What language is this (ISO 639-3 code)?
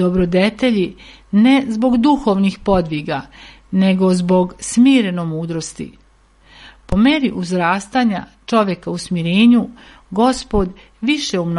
srp